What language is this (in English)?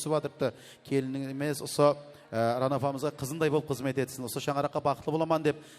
Kara-Kalpak